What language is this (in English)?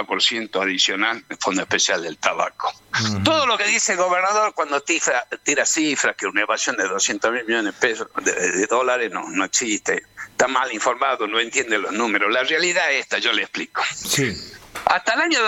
Spanish